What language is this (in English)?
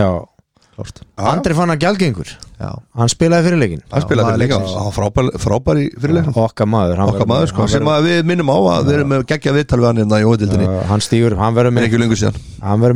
Icelandic